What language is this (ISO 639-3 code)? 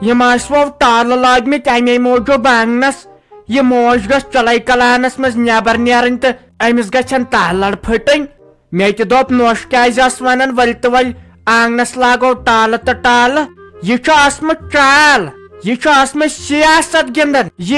kas